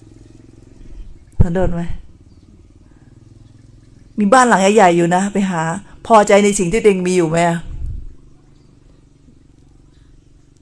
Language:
Thai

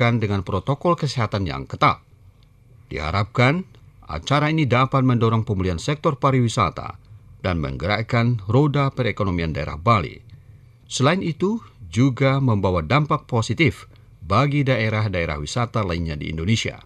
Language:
Indonesian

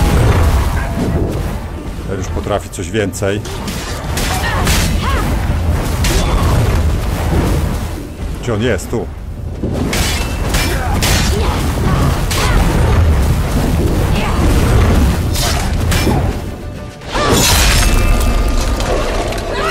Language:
Polish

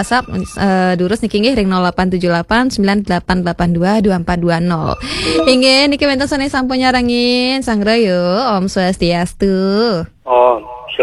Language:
Balinese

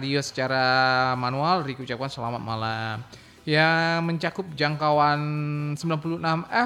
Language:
Indonesian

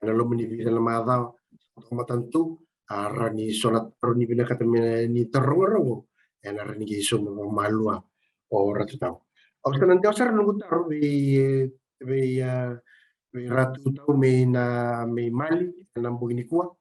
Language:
Fijian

